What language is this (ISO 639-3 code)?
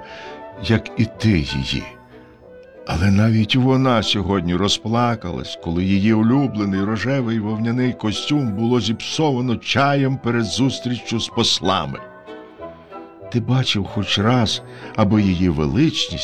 ukr